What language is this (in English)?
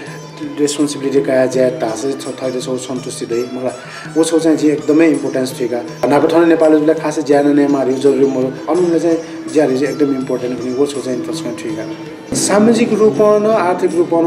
Newari